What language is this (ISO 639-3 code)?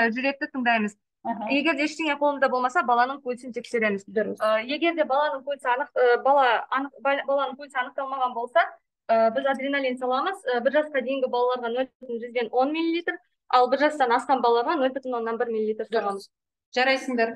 kaz